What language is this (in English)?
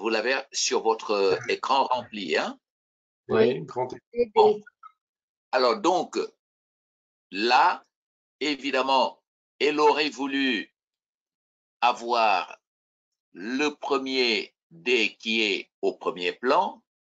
French